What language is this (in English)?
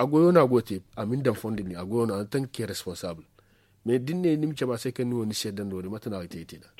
Zarma